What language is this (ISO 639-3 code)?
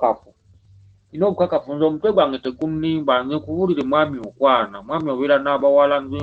lug